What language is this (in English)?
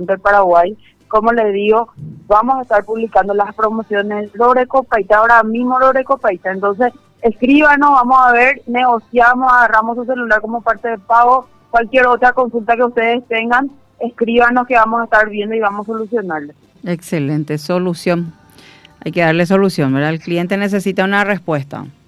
Spanish